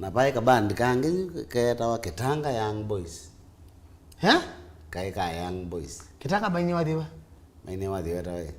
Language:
Kamba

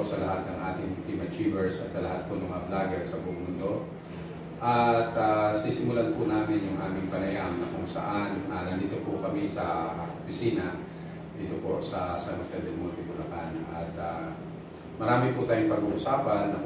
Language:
Filipino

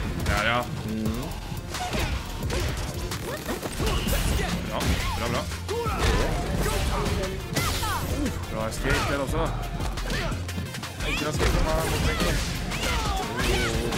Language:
Norwegian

